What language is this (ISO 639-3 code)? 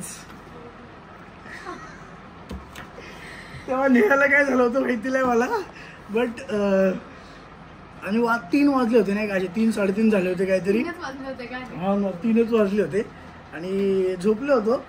mar